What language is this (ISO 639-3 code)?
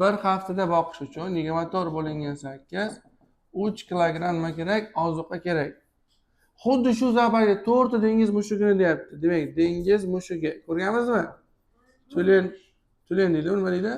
uzb